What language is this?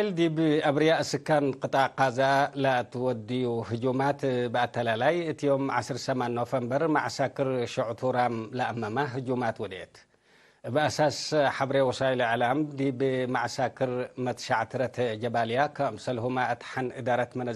Tigre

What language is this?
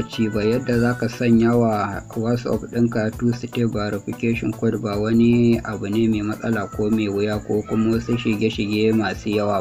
Hausa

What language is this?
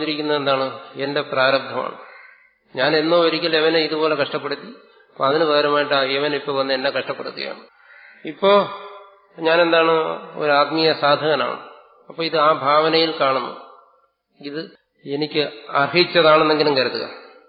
Malayalam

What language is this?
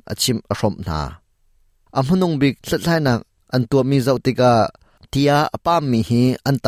Hakha Chin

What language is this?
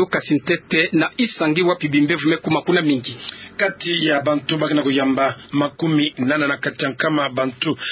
Kituba (Democratic Republic of Congo)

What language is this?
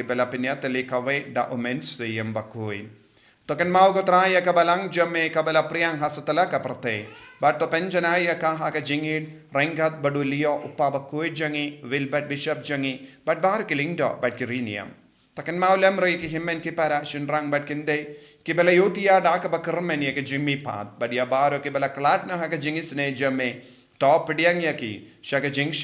Khasi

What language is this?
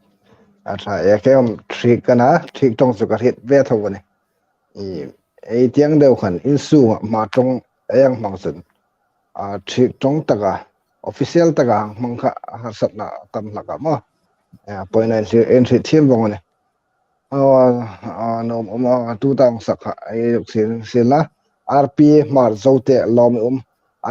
Hmar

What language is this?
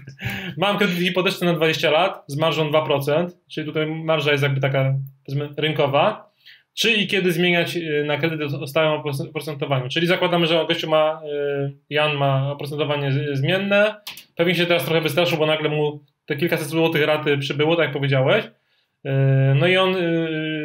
Polish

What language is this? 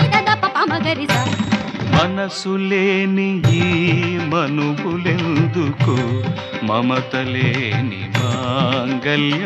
Telugu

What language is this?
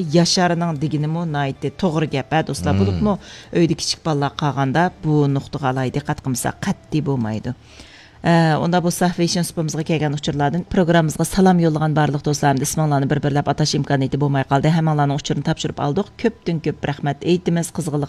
Uyghur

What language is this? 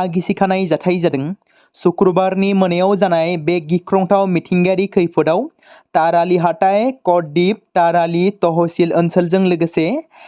Bodo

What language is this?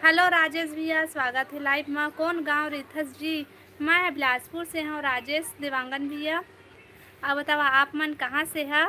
Chhattisgarhi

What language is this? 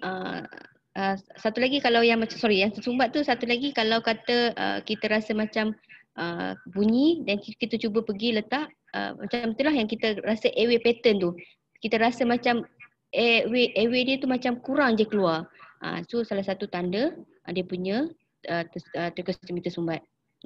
Malay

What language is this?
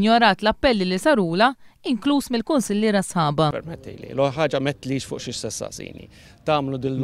Maltese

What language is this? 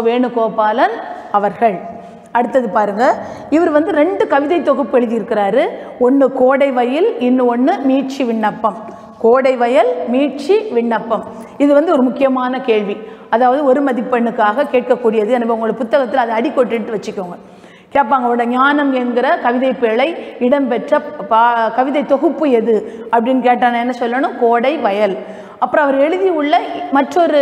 Tamil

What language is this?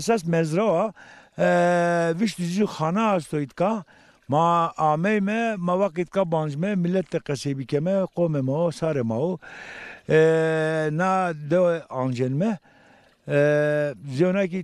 Zaza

